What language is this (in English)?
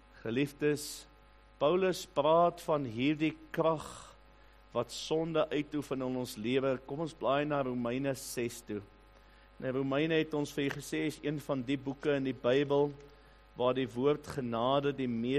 Afrikaans